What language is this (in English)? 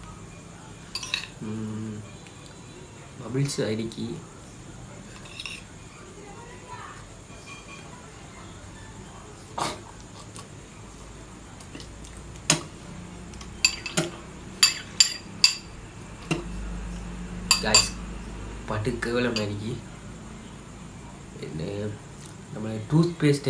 Tamil